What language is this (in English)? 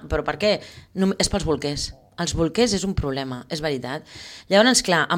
Catalan